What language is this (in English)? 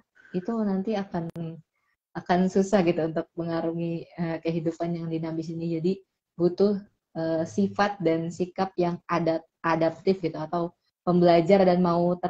Indonesian